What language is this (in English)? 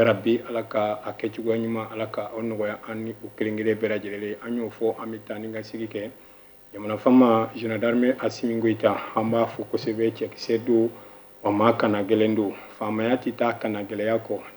Bambara